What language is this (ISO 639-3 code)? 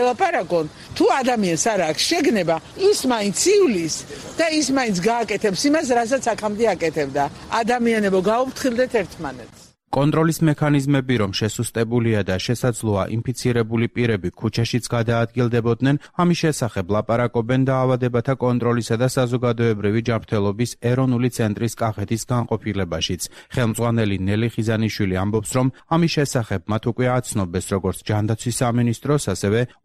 kat